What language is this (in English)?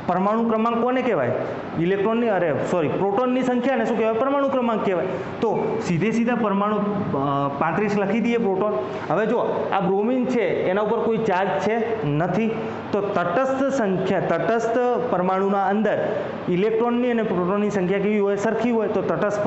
Gujarati